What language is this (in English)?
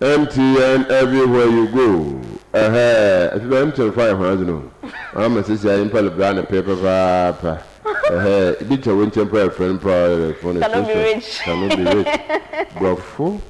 Akan